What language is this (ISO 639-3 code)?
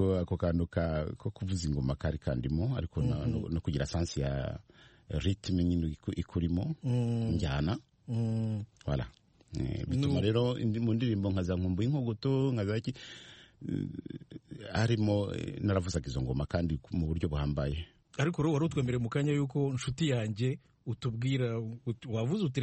kin